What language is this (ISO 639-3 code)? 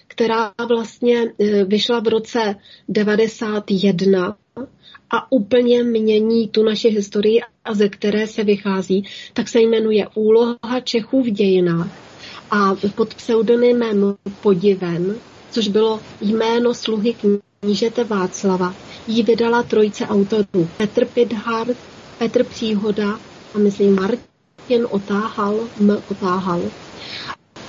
ces